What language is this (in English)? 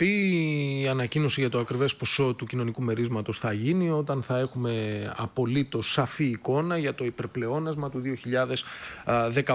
Greek